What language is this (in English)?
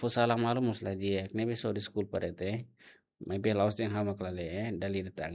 Tetum